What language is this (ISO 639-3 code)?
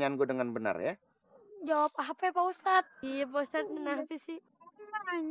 bew